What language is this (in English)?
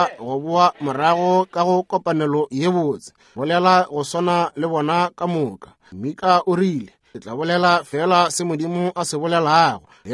Northern Sotho